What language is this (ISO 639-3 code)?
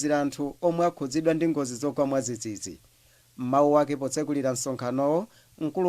nya